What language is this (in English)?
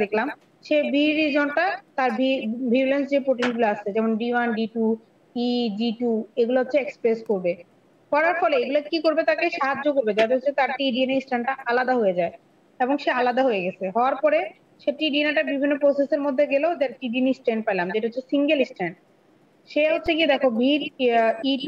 Bangla